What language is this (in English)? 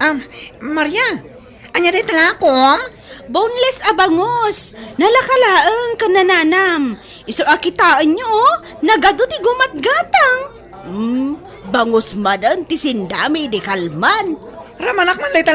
Iloko